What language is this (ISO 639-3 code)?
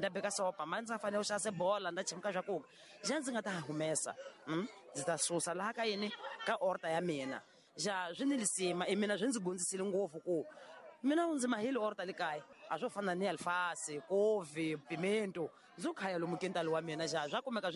tso